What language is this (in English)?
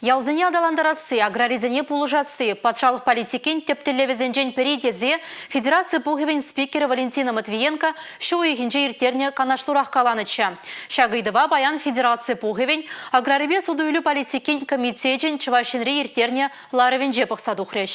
Chuvash